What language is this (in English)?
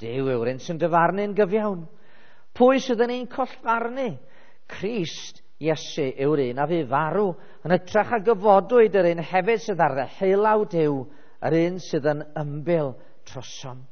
Welsh